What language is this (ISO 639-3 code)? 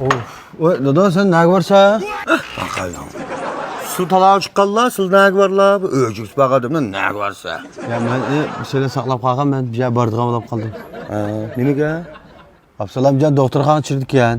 uig